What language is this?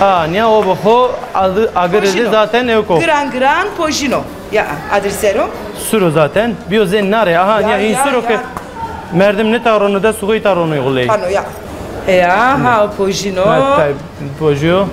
Zaza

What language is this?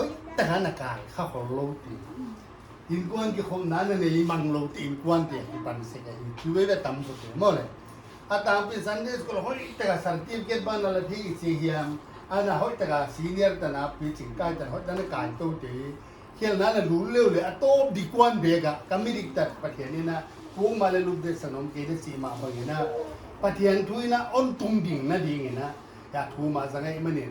Paite Chin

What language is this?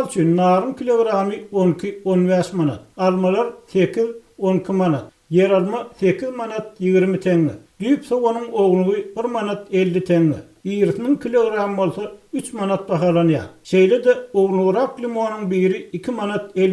Turkmen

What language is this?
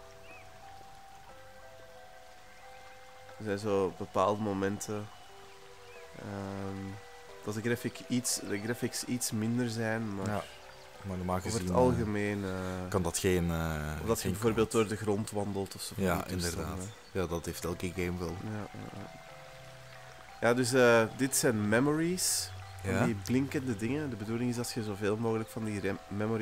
Dutch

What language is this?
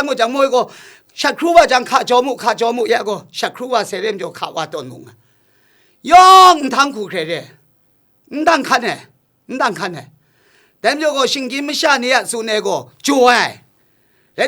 Kachin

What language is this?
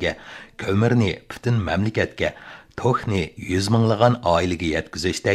Uyghur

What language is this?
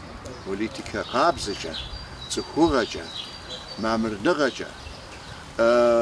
Kabardian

